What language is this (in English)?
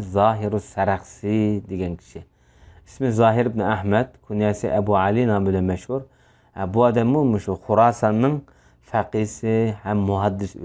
Uyghur